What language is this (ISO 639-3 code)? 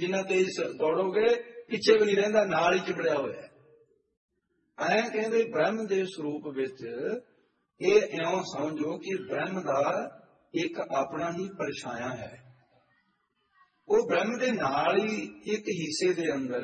pan